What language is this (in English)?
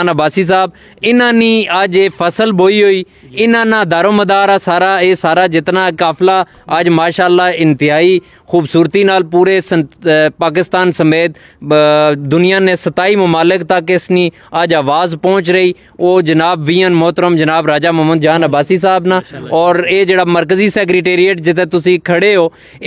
Pahari-Potwari